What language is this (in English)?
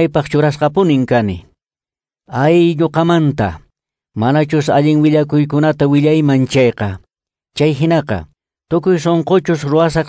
Quechua